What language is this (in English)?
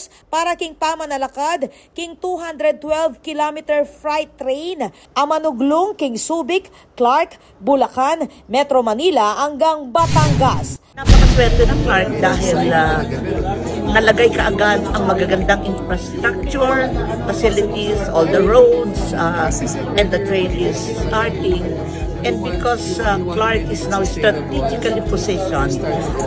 Pampanga